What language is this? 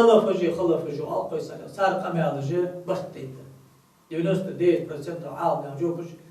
Ingush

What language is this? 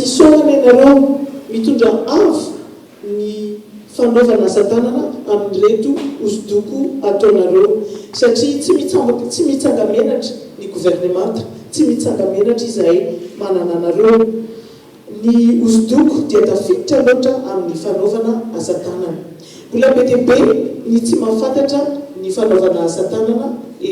Malagasy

